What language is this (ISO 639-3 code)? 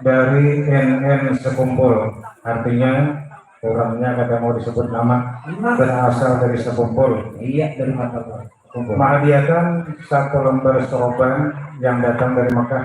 bjn